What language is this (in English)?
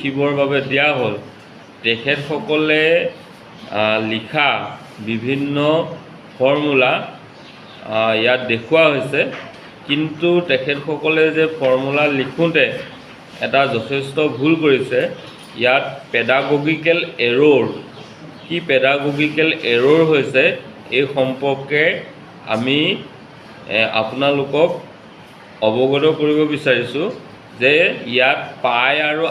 Assamese